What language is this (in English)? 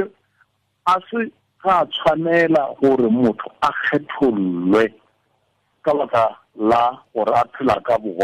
Tswana